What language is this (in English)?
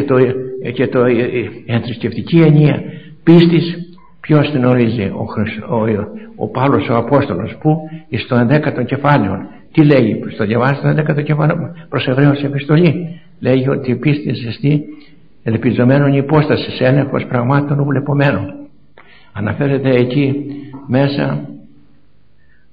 Greek